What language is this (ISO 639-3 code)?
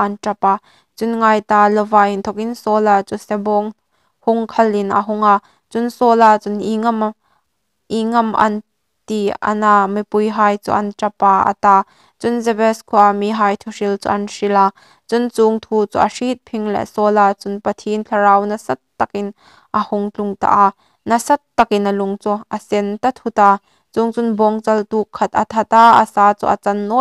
hmr